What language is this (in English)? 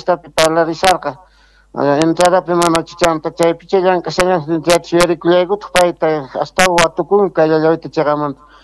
Quechua